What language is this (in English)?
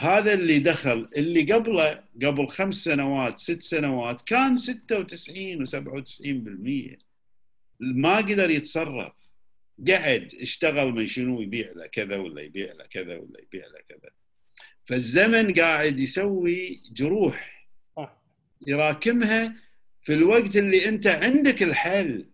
Gulf Arabic